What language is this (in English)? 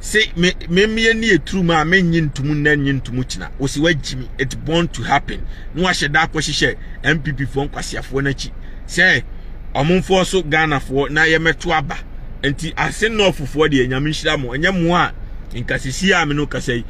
Akan